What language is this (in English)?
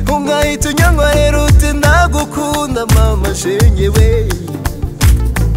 Kinyarwanda